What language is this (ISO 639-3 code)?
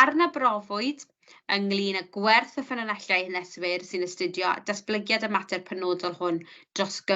cym